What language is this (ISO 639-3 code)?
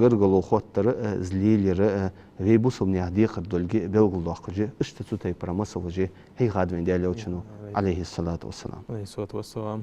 inh